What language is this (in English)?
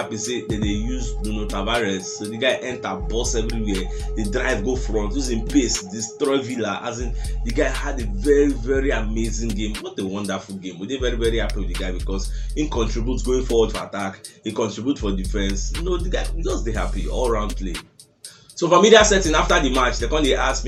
Nigerian Pidgin